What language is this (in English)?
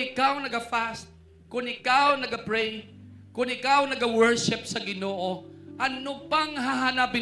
Hiligaynon